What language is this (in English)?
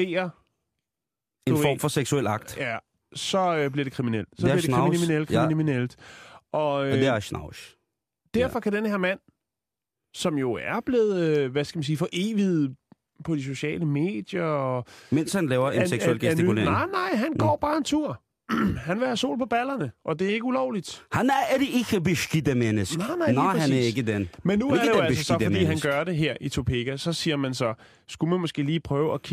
Danish